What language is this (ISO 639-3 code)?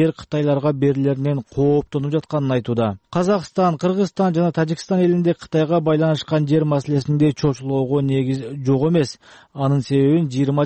kir